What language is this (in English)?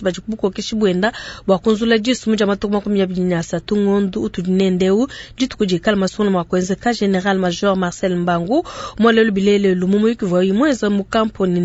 Luba-Lulua